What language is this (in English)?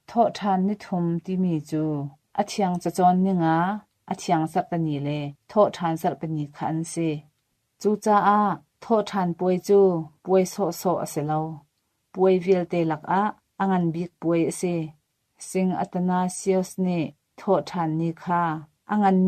Hakha Chin